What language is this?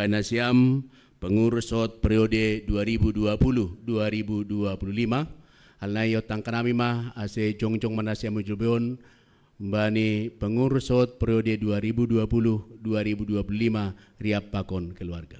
Batak Simalungun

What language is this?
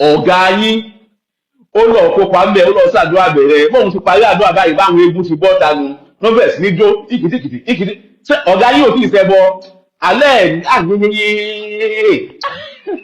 Yoruba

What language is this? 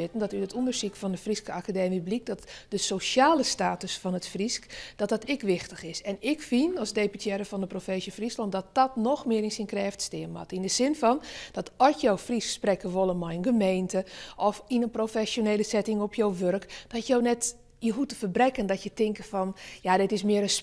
Western Frisian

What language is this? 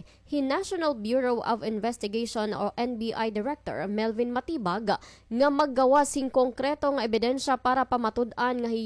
Waray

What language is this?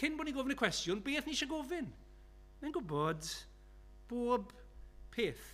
Welsh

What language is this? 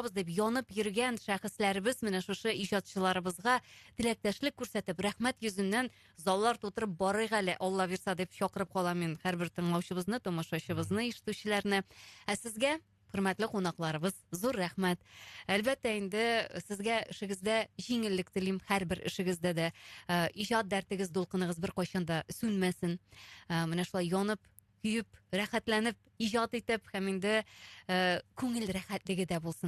Tatar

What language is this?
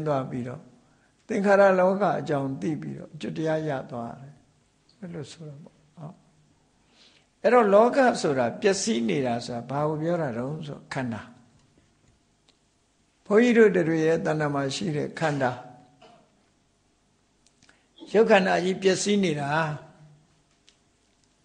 Burmese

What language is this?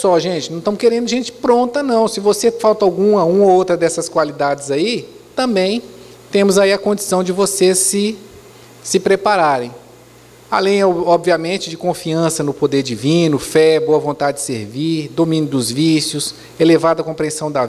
Portuguese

